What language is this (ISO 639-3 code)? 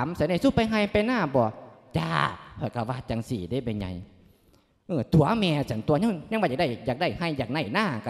lao